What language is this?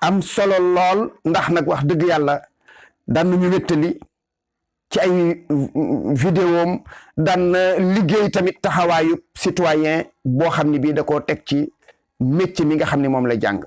Wolof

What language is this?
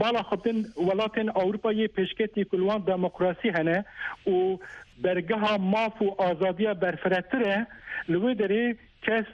Kurdish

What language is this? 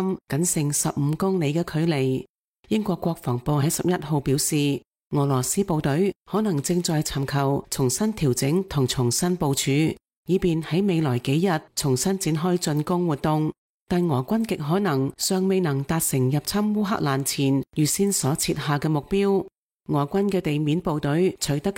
Cantonese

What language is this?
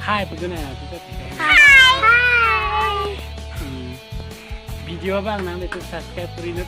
Karbi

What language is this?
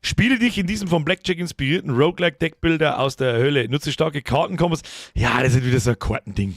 Bavarian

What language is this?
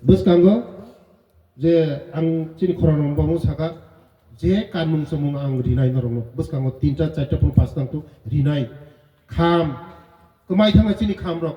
Riang (India)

